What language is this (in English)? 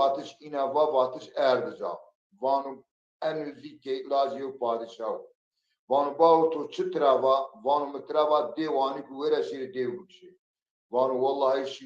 Zaza